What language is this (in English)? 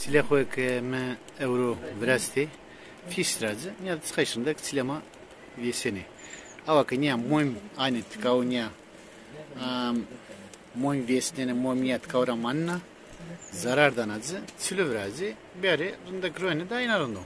Zaza